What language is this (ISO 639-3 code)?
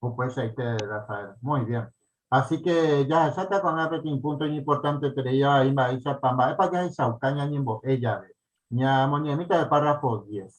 grn